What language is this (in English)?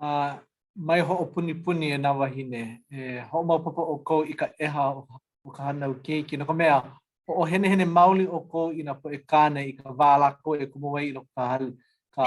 Hawaiian